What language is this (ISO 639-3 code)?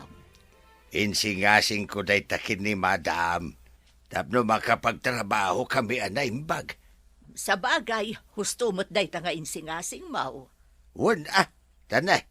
ilo